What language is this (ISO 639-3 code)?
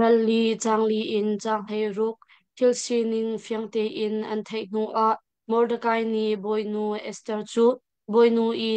cnh